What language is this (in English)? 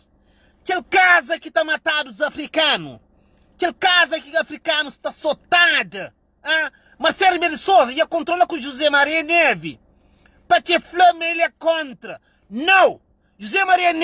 Kabuverdianu